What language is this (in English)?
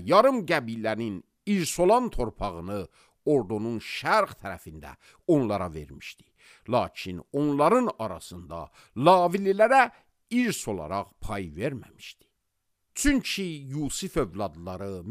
Azerbaijani